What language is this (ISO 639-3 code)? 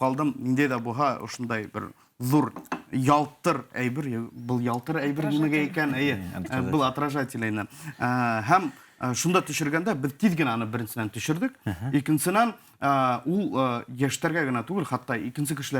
bak